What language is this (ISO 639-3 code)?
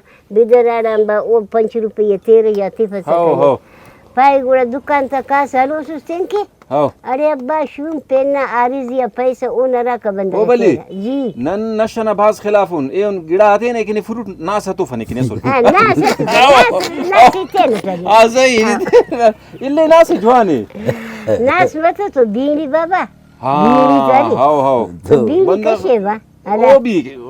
brh